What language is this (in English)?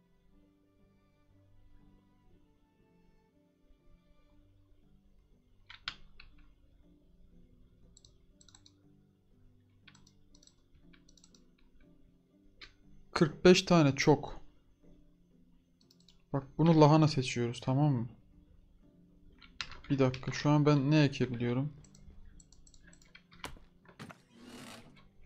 Turkish